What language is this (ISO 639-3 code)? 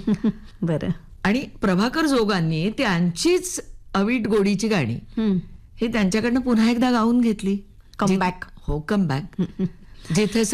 mar